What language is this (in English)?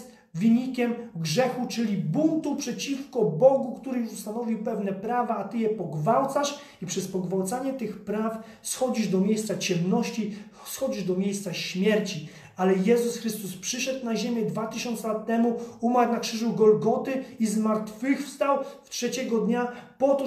Polish